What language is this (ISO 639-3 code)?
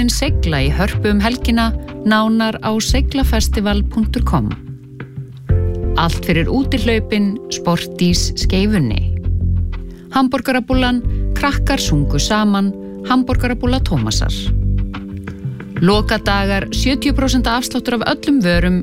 isl